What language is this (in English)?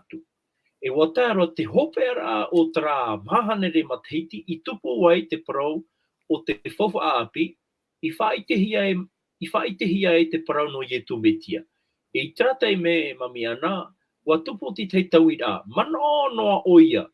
Tahitian